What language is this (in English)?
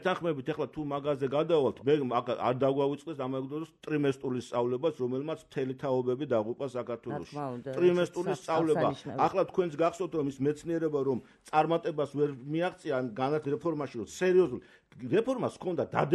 Georgian